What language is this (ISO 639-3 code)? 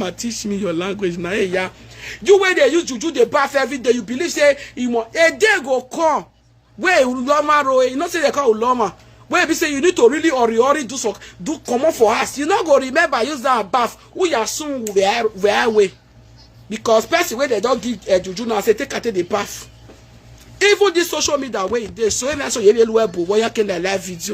pcm